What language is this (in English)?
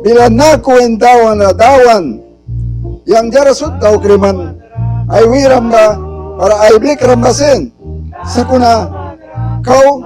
Mískito